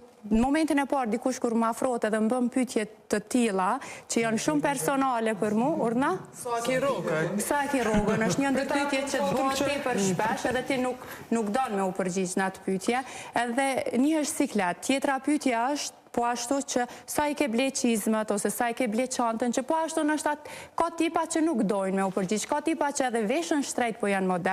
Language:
Albanian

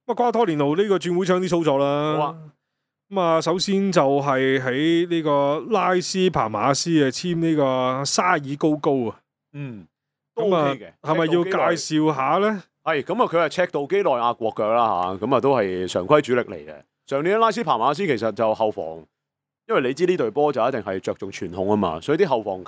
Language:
Cantonese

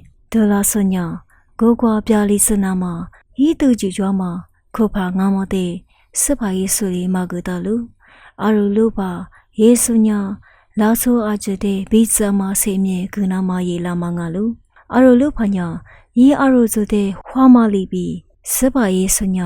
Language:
Lisu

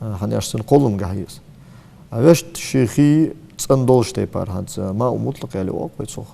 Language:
Ingush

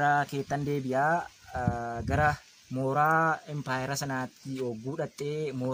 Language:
Oromo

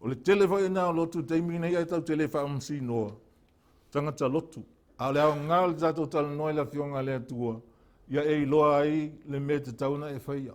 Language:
Samoan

